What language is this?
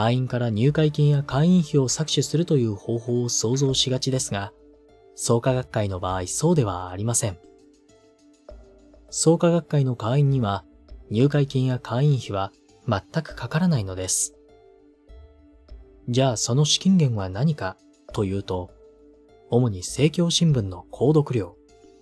Japanese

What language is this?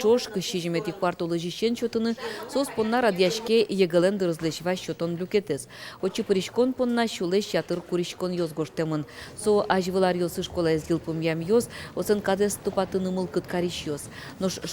Udmurt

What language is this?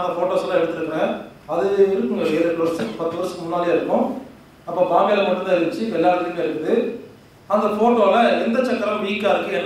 Tamil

